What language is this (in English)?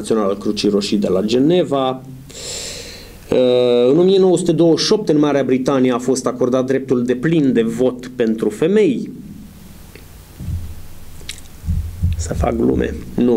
Romanian